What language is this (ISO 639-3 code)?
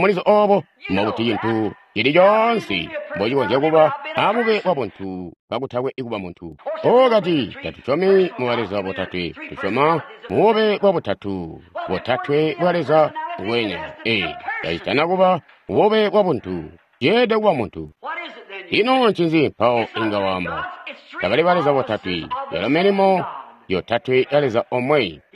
toi